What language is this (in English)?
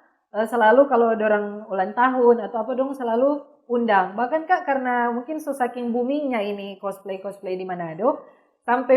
Manado Malay